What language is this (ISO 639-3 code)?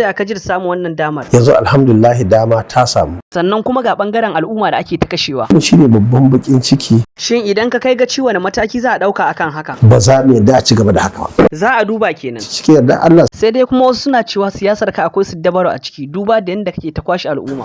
hau